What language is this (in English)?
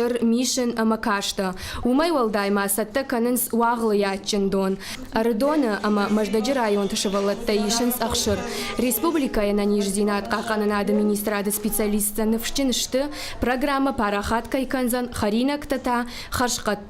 Ossetic